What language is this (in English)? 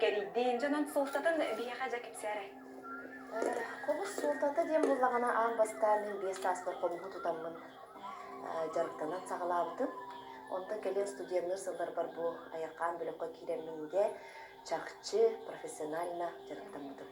Yakut